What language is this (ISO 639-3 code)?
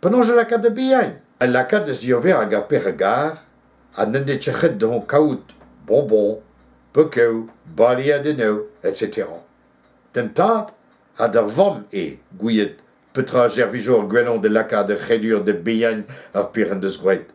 bre